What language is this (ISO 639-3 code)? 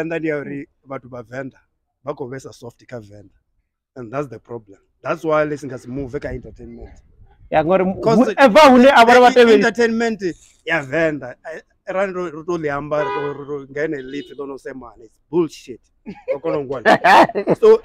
ven